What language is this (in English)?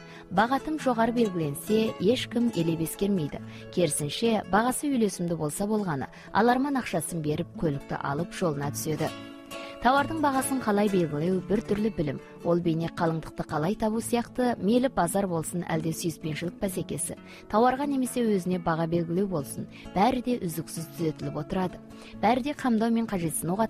Kazakh